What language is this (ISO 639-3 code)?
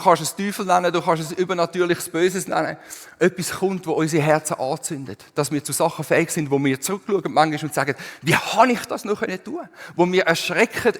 gsw